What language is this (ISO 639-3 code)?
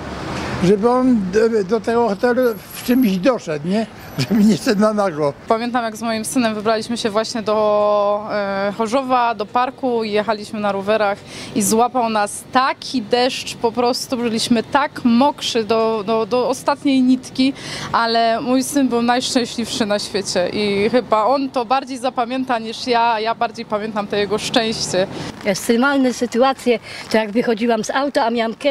szl